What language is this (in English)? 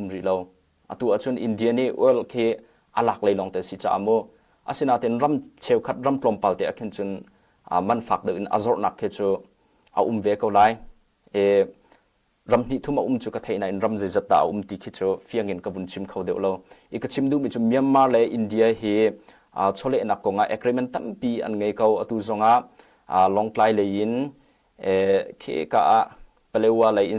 Hakha Chin